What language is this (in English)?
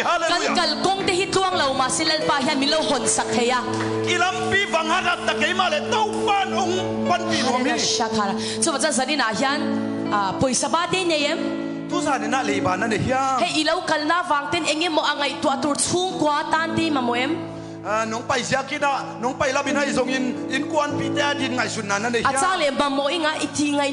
Tedim Chin